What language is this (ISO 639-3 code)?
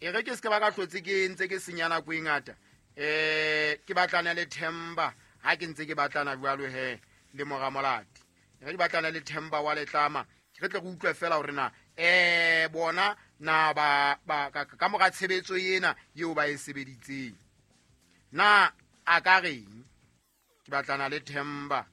sot